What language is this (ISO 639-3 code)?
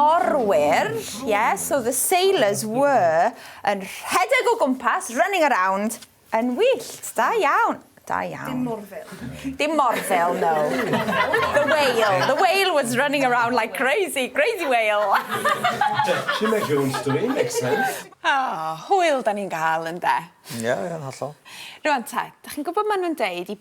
cym